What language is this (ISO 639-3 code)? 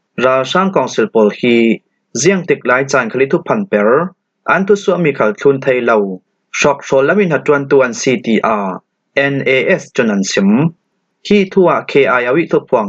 cfm